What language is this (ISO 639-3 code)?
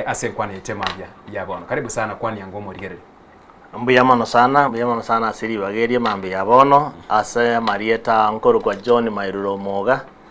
guz